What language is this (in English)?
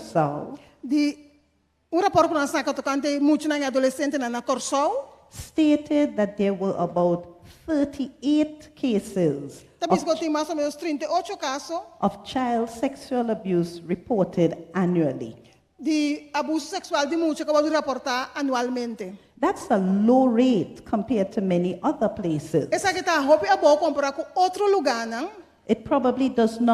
Papiamento